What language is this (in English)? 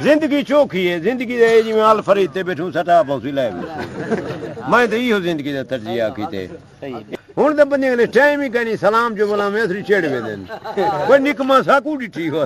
Saraiki